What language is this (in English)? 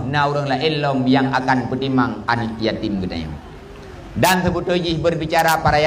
Achinese